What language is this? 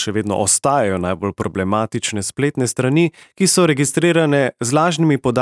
Slovenian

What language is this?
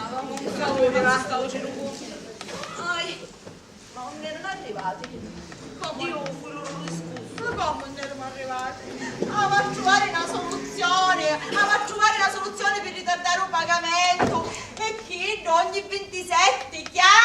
Sicilian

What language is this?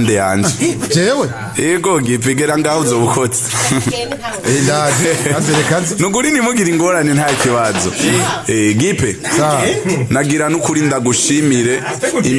Rundi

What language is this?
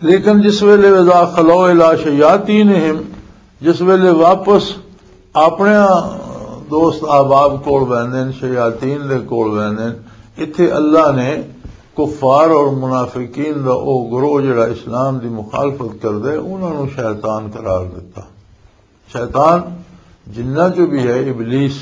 Western Panjabi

